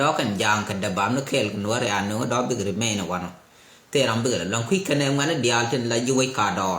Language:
Nuer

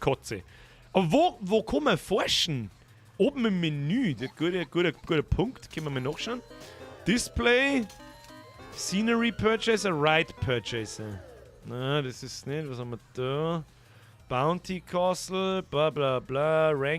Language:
Bavarian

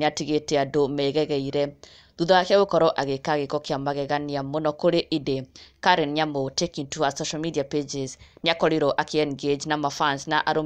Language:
Kikuyu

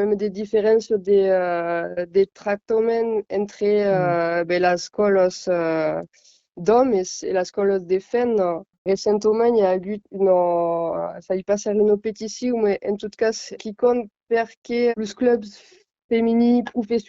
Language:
Occitan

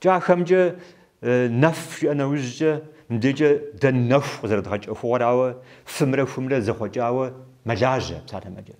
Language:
Kabardian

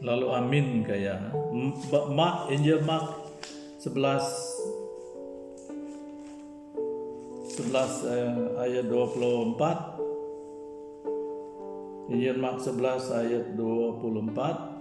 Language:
Iban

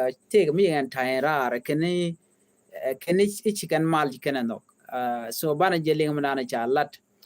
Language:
Nuer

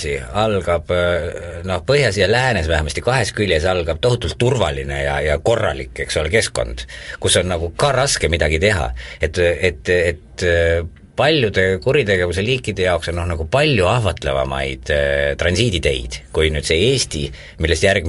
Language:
Estonian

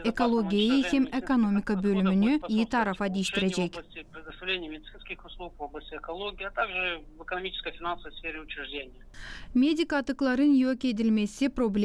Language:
Gagauz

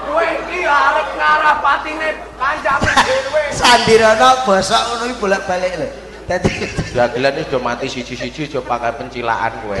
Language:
Javanese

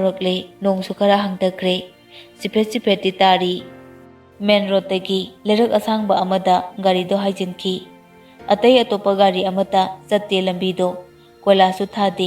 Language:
Manipuri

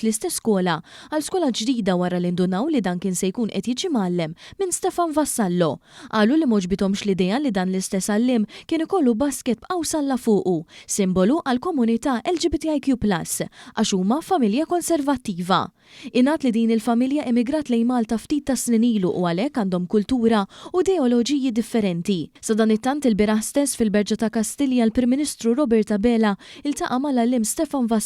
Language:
Maltese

